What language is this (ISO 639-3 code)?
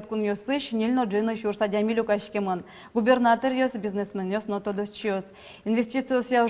udm